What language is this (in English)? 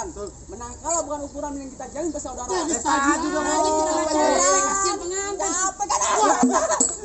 Betawi